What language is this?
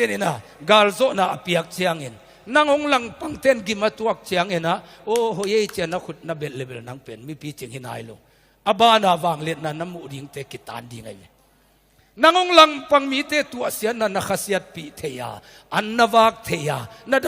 Tedim Chin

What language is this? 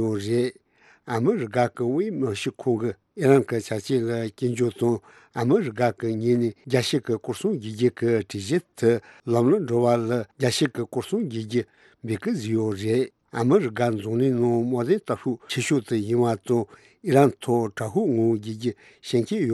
Tibetan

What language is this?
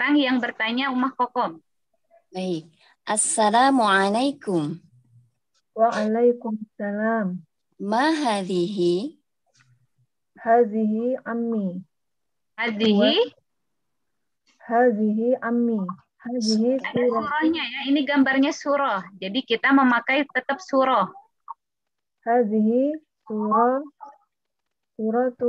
Indonesian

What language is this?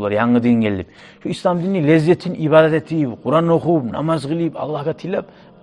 Kumyk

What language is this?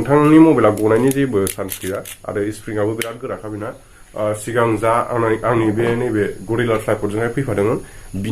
Bodo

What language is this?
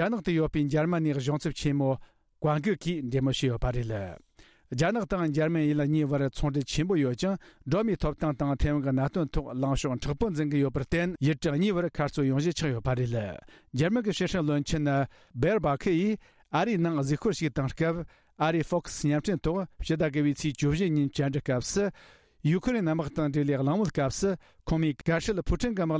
Tibetan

